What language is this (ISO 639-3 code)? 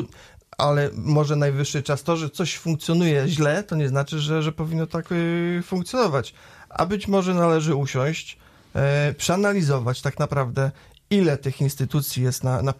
pol